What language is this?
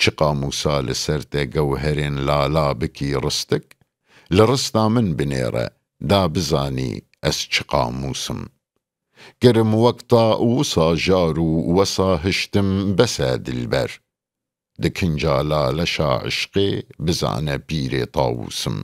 Kurdish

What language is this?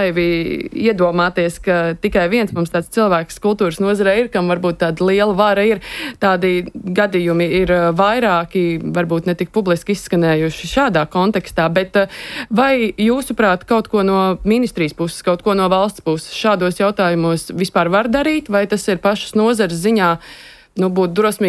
Latvian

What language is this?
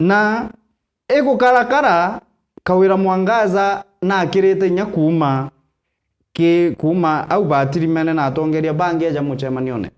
Meru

